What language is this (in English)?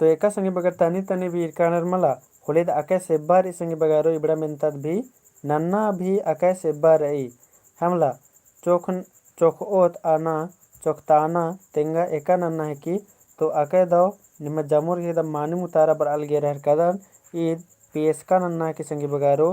Kurukh